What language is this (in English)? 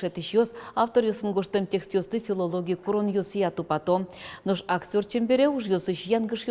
Udmurt